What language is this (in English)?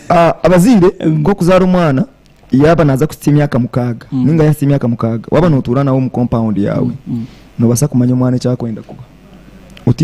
Nyankole